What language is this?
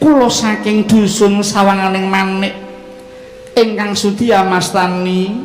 Javanese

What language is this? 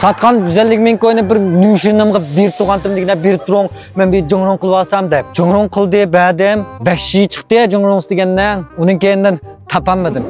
Uyghur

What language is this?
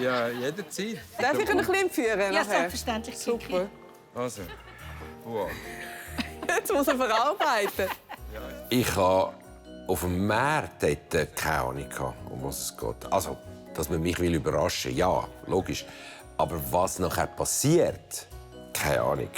Swiss German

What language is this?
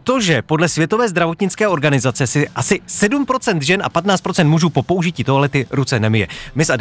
Czech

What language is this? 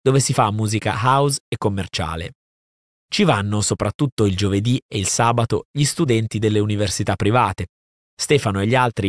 Italian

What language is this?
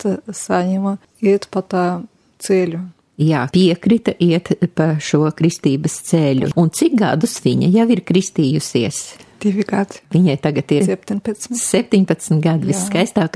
Latvian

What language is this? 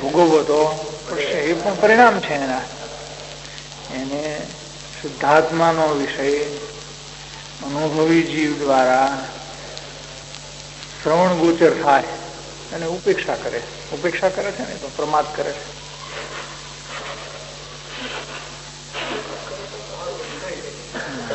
Gujarati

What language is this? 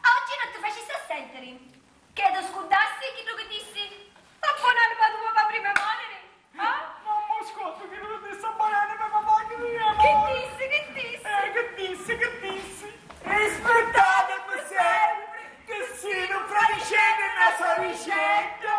Sicilian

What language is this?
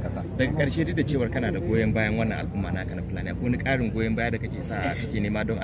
Hausa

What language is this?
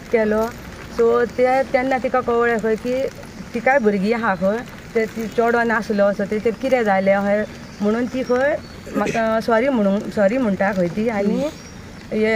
Konkani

